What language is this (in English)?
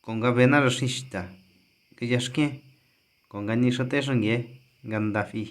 San Jerónimo Tecóatl Mazatec